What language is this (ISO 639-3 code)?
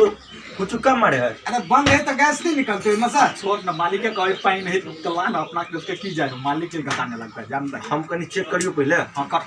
mai